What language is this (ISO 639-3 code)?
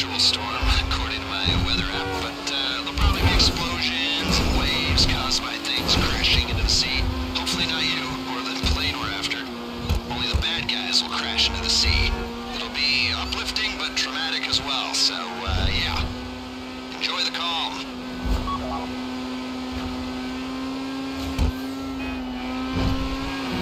eng